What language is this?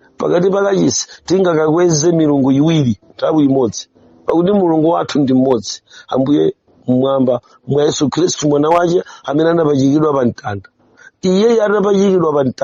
Nyanja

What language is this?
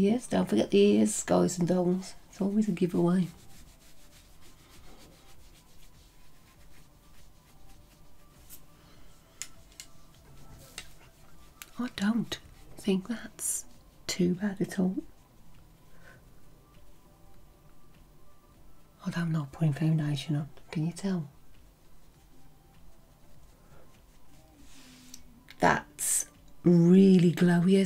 English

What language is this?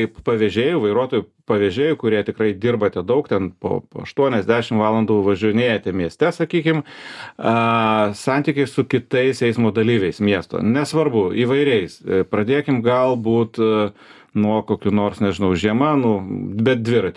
Lithuanian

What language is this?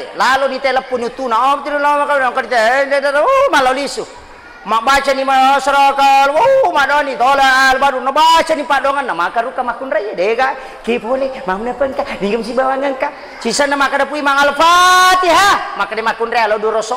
Buginese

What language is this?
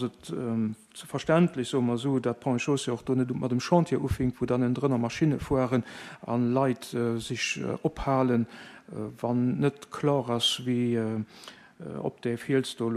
Luxembourgish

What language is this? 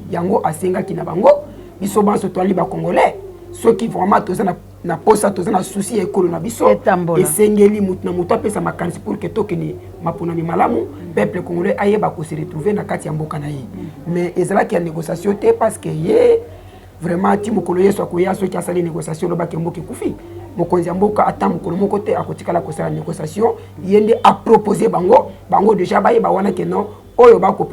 Lingala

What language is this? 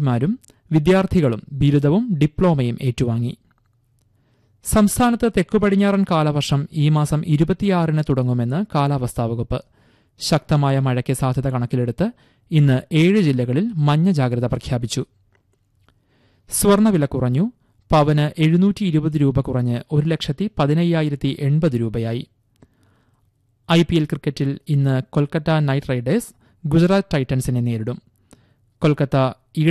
Malayalam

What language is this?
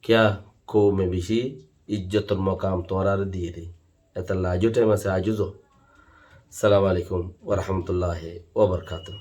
Rohingya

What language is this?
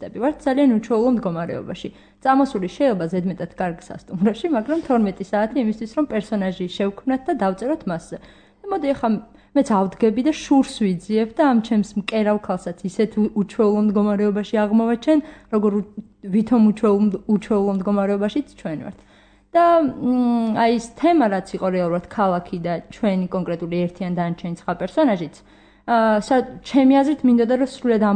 Georgian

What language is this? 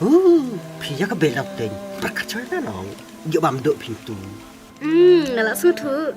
Khasi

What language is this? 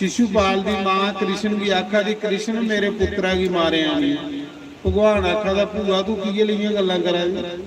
Dogri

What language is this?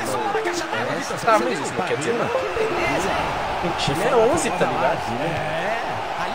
Portuguese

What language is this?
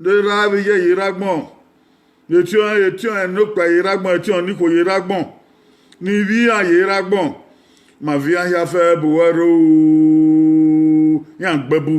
Bini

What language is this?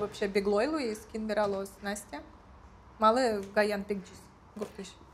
Udmurt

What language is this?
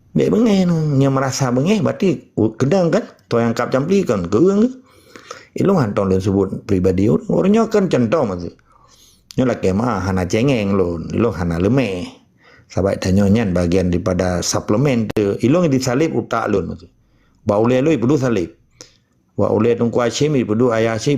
Achinese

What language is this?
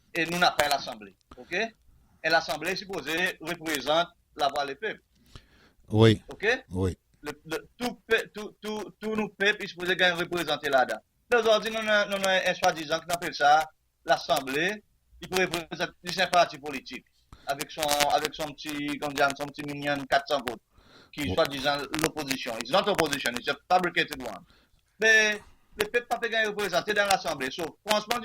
Seselwa Creole French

